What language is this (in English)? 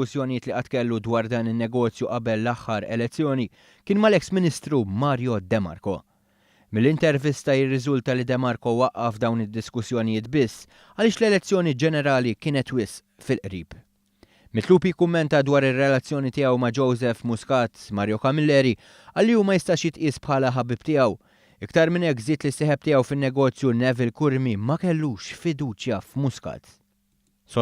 Maltese